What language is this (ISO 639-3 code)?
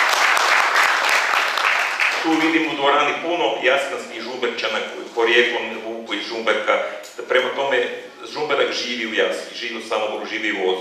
hrv